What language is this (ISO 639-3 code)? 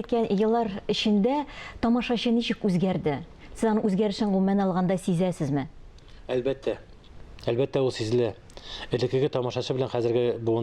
tat